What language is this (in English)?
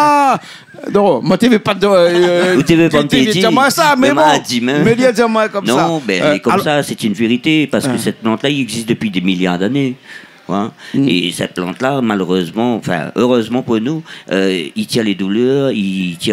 Réunion Creole French